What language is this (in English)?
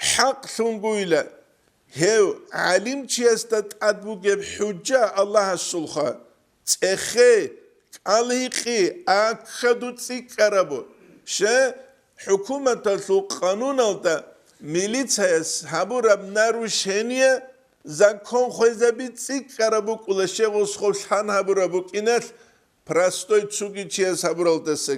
Avaric